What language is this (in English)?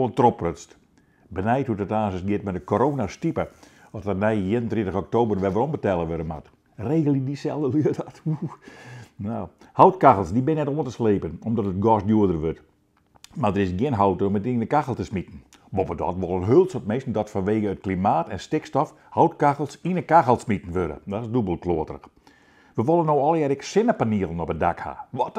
Western Frisian